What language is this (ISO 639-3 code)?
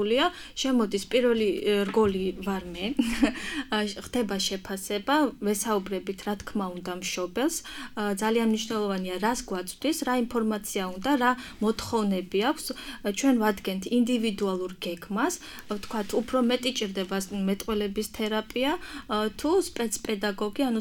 kat